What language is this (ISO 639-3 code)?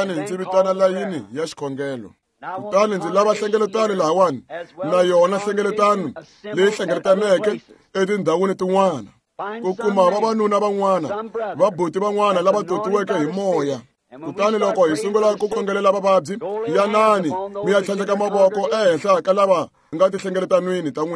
tso